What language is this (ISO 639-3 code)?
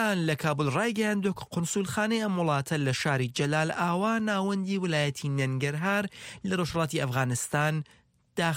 ckb